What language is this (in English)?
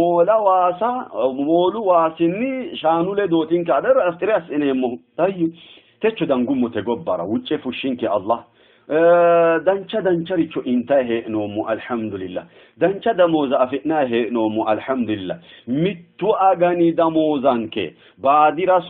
Sidamo